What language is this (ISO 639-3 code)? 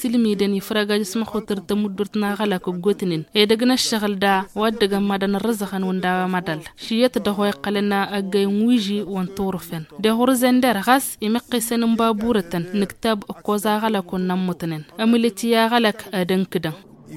taq